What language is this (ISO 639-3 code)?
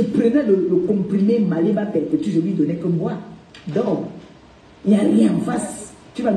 fra